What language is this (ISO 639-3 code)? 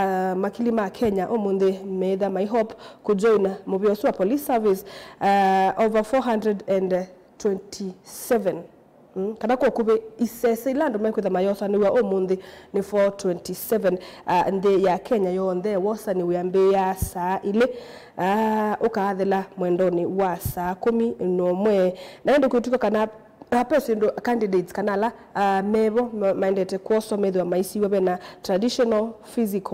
kam